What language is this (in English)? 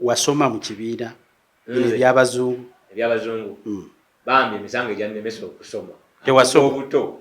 Ganda